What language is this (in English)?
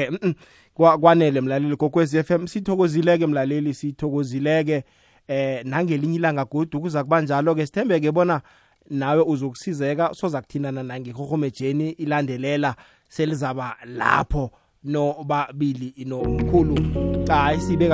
South Ndebele